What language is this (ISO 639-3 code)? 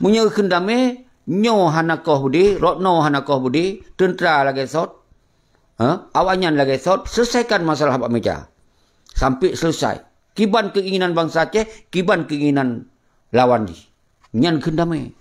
ace